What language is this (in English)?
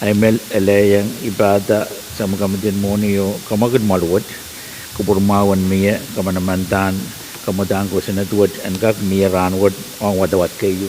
Pohnpeian